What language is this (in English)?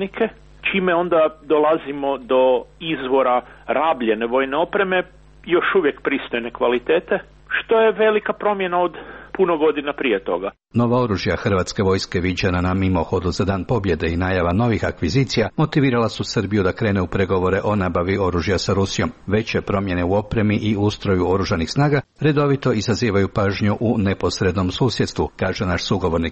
Croatian